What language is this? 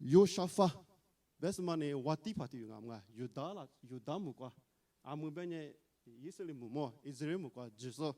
Lisu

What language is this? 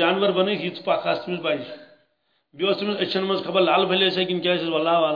Kashmiri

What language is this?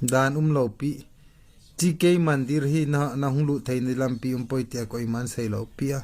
Thado Chin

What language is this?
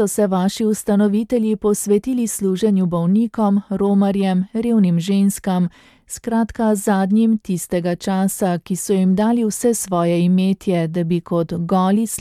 Slovenian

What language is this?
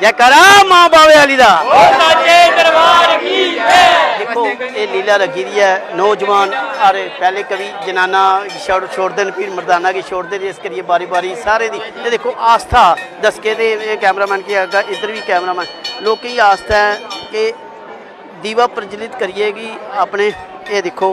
Dogri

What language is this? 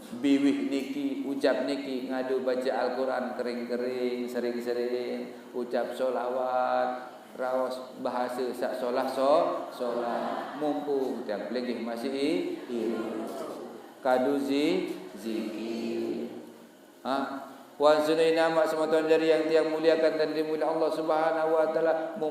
Sasak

